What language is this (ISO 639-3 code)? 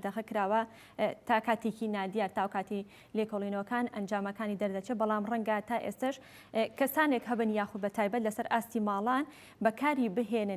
ckb